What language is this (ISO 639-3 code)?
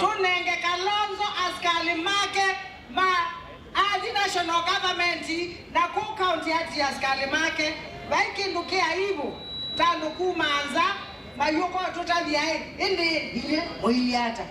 kam